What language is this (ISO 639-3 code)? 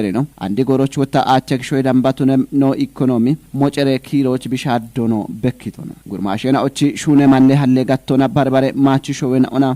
kbr